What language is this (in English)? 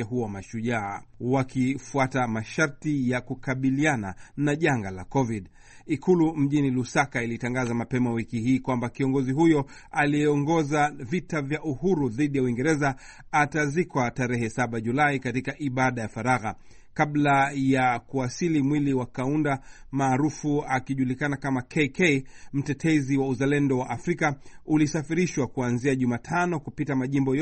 Swahili